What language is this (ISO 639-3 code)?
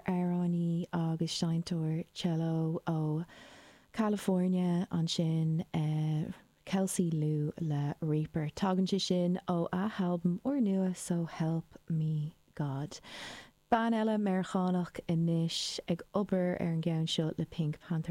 gle